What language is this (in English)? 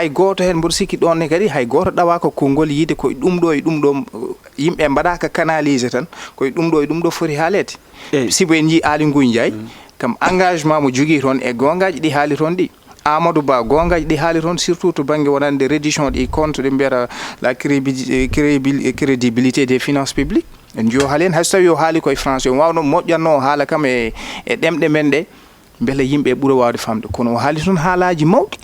Fula